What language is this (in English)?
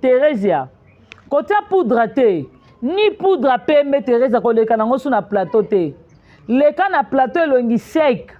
Lingala